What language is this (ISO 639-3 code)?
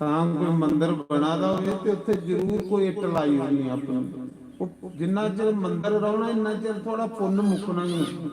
doi